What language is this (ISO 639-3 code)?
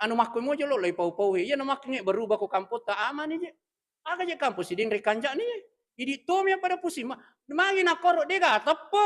bug